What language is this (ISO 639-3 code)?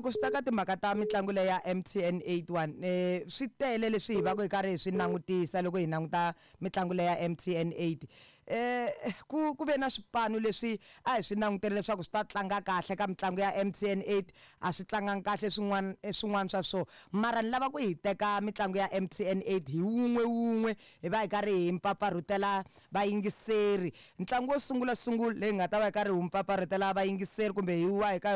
tso